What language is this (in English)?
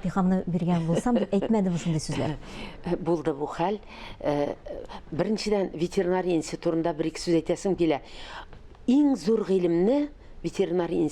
Tatar